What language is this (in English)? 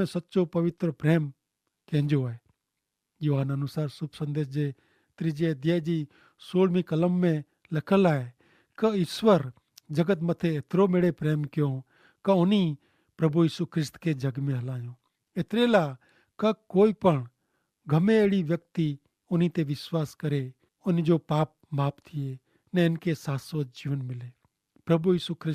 Kachhi